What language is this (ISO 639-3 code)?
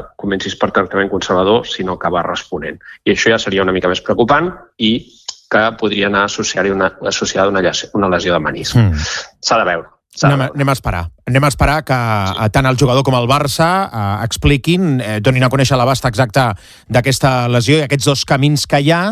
cat